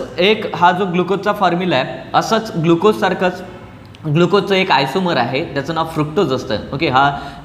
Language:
Marathi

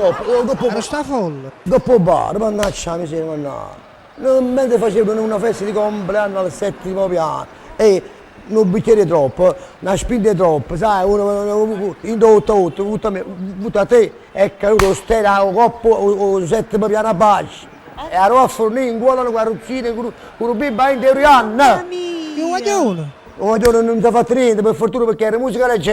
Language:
Neapolitan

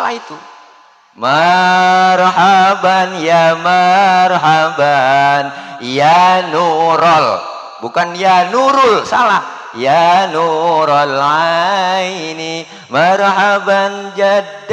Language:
Betawi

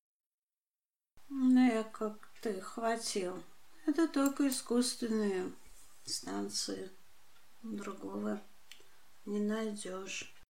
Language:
Russian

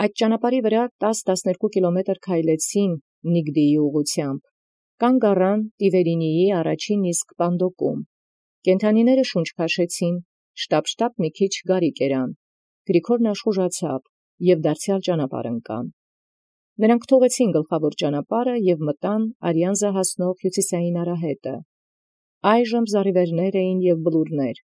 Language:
Armenian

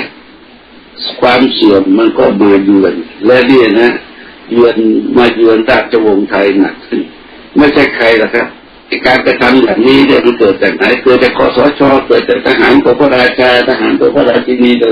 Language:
Thai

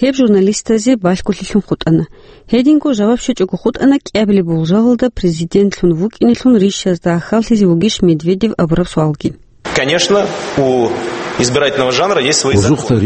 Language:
Avaric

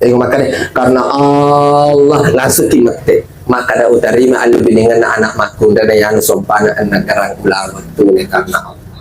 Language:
Buginese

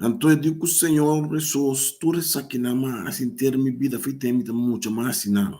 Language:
Papiamento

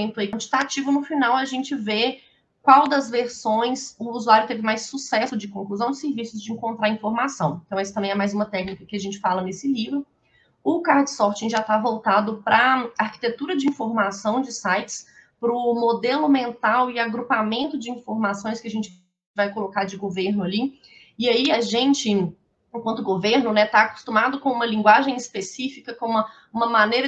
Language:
Portuguese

